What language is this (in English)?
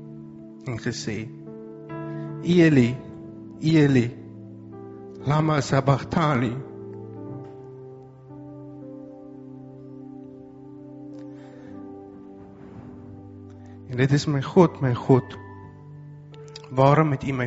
Afrikaans